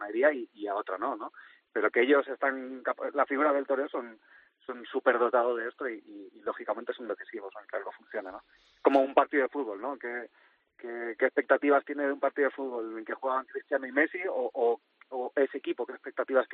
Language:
Spanish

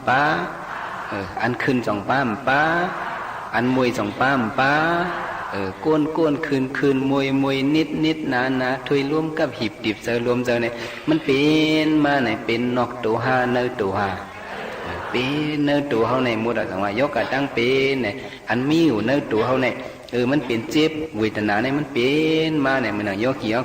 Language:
Shan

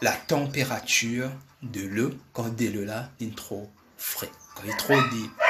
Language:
Morisyen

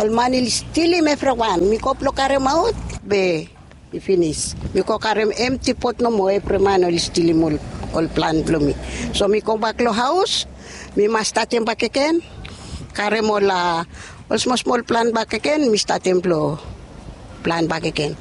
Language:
Bislama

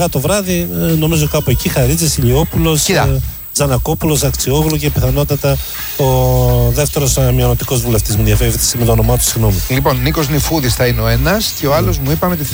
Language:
Greek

